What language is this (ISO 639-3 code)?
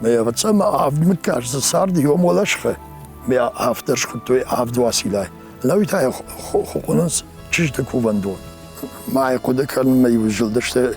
oss